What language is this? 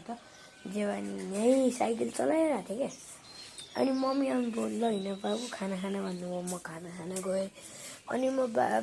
Nepali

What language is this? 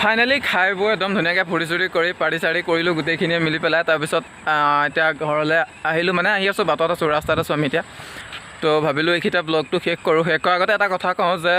Assamese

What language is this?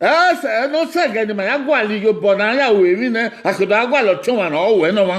Bini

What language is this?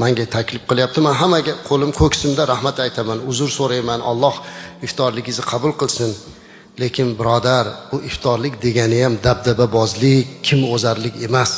Uzbek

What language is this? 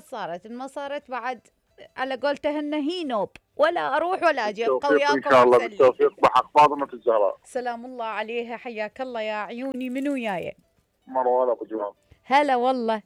Mesopotamian Arabic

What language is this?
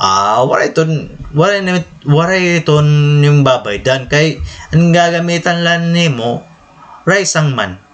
Waray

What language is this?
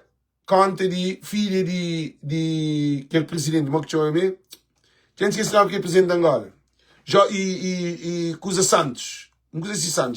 Kabuverdianu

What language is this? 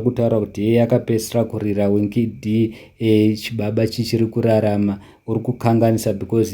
Shona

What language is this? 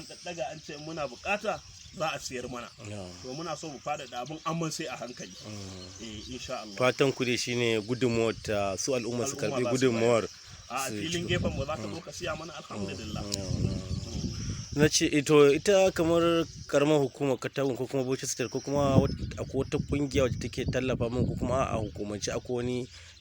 Hausa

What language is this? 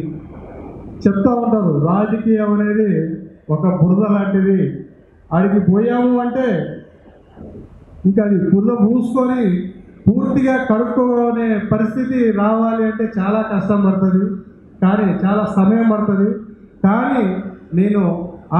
Telugu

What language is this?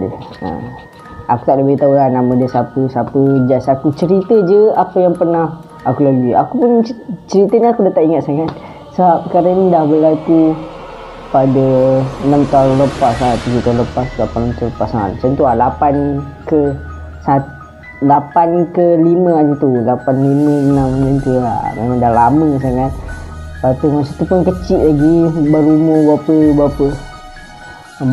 Malay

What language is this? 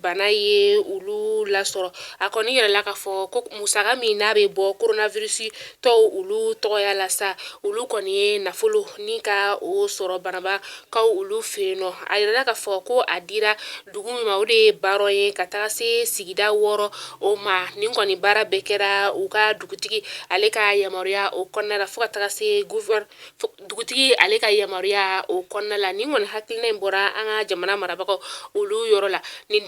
Bambara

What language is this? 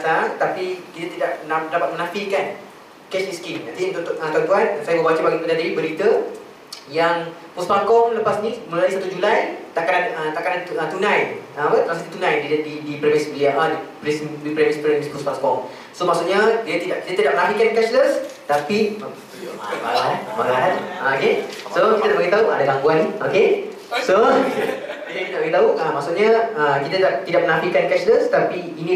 Malay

